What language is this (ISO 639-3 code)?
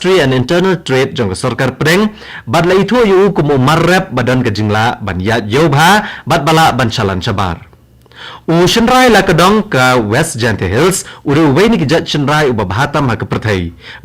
kha